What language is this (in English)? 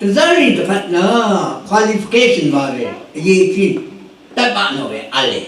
Rawang